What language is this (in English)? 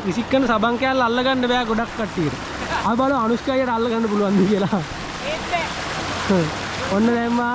Sinhala